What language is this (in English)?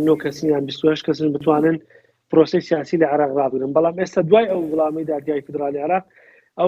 Central Kurdish